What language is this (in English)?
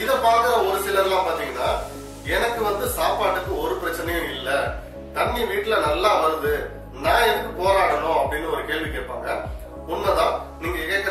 Tamil